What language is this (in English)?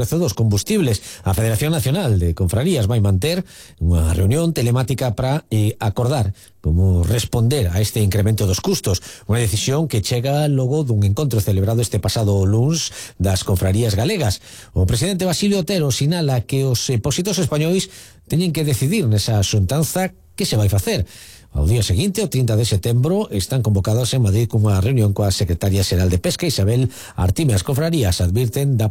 Galician